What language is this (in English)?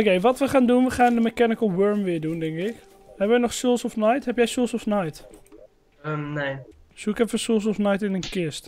Dutch